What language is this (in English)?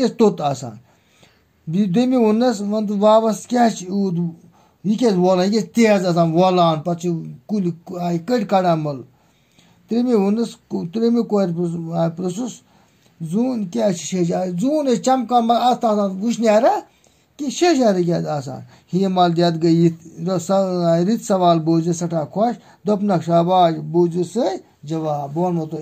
Kashmiri